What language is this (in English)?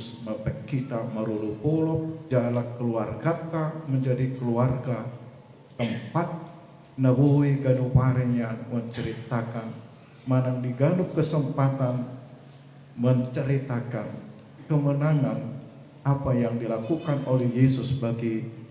Batak Toba